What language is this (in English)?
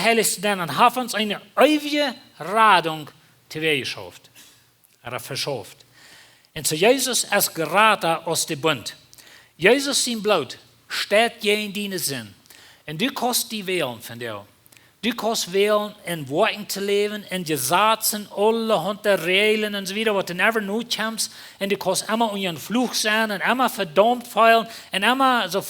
Plautdietsch